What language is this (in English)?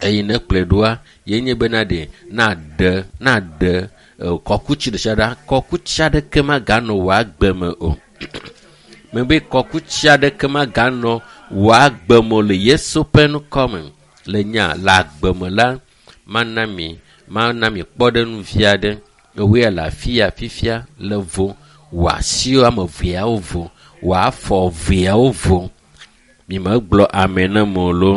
Ewe